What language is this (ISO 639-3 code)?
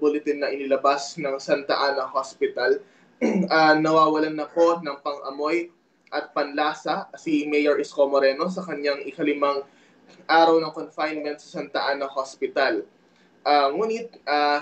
fil